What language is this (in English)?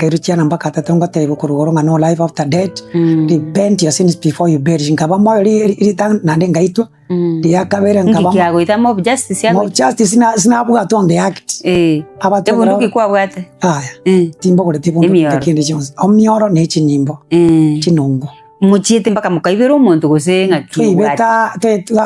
Gusii